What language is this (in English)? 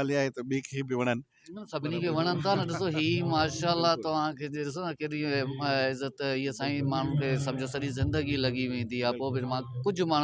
Sindhi